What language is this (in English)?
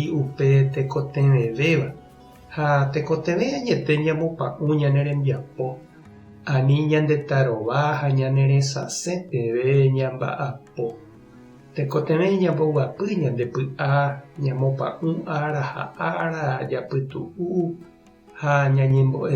Guarani